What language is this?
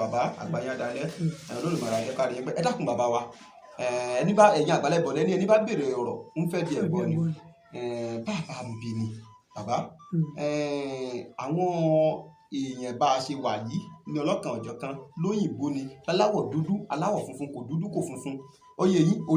Yoruba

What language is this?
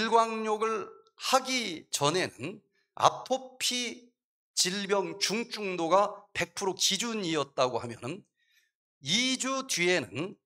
Korean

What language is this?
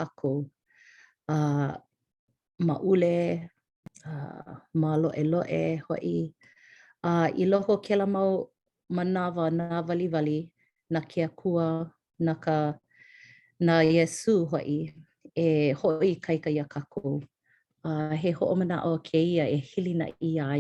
Hawaiian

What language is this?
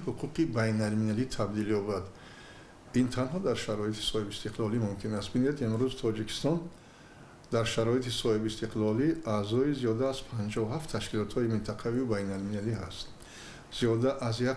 Tajik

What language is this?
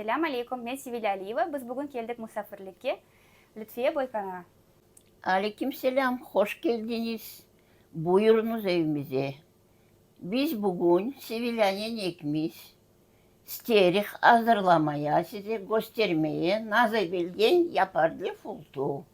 Crimean Tatar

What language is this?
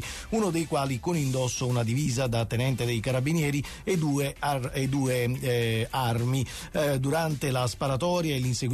Italian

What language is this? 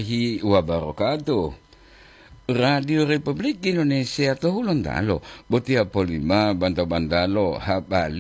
Gorontalo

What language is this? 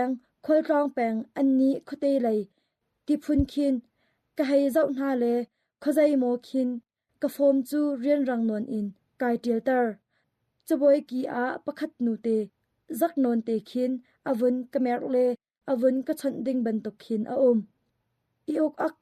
Hakha Chin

